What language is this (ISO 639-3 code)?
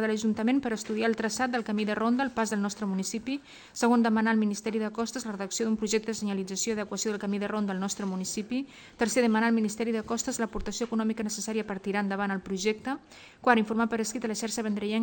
cat